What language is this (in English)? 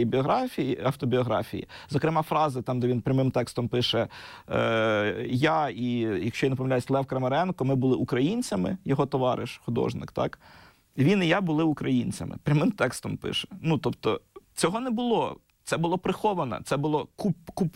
Ukrainian